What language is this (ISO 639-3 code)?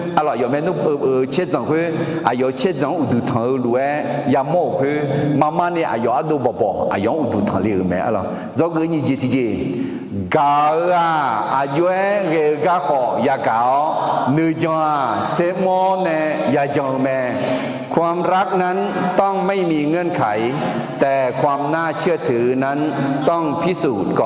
ahk